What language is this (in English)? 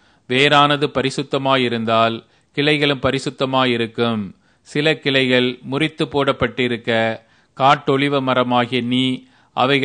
Tamil